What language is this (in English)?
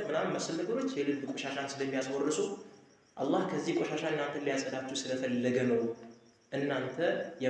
Amharic